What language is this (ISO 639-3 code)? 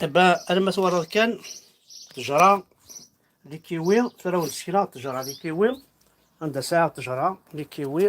kab